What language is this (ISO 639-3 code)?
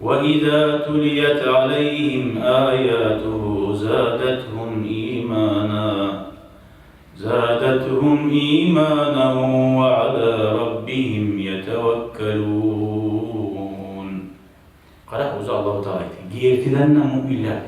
kum